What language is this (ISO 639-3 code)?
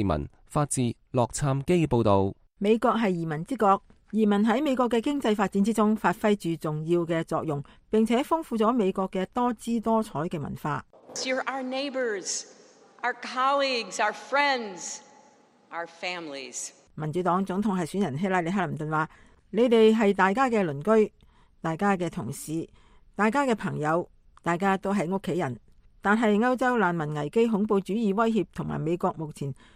yue